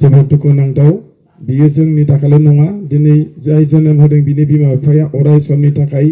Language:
Bodo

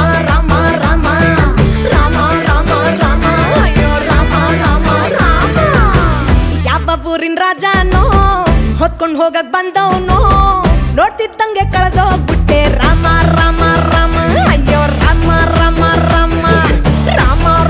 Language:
Kannada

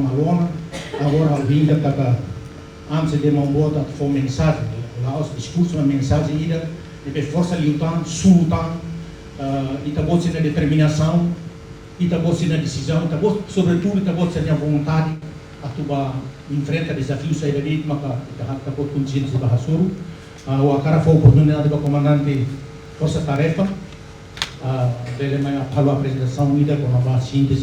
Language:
Tetum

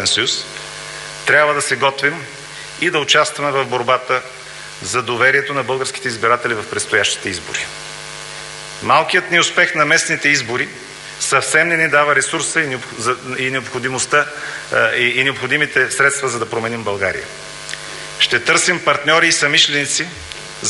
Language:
Bulgarian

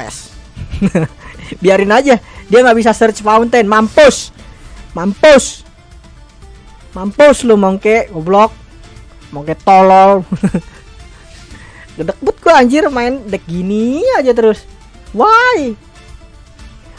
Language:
Indonesian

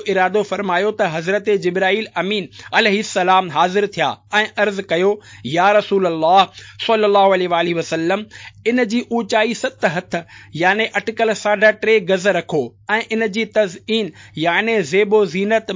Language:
Sindhi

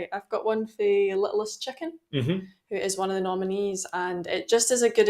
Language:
Scots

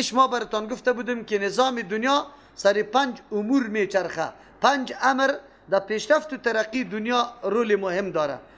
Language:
Persian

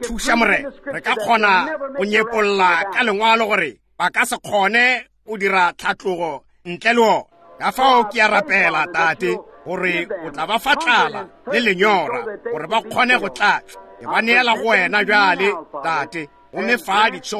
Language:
Northern Sotho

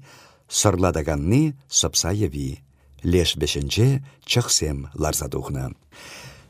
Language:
Chuvash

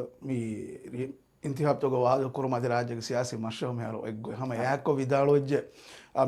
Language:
Divehi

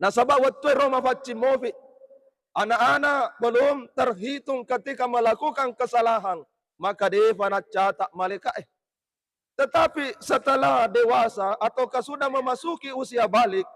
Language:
Buginese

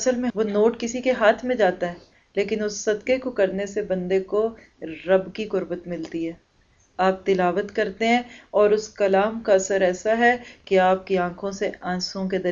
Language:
Urdu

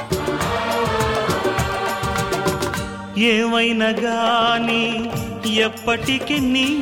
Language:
Telugu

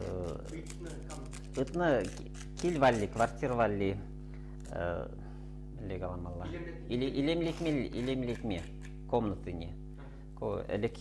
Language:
Chuvash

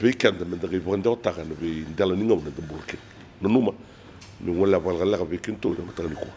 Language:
Fijian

